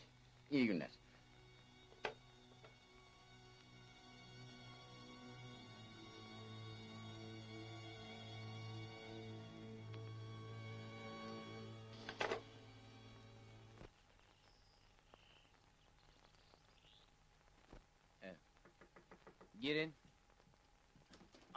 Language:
Turkish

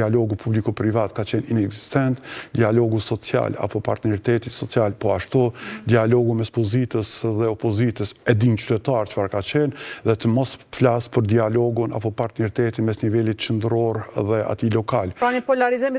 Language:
Albanian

